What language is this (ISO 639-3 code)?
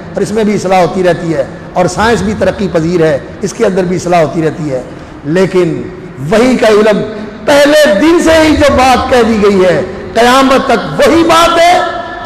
urd